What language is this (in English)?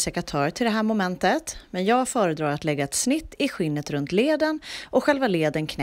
Swedish